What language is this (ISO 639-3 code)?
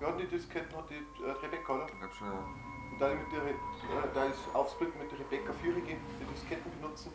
bar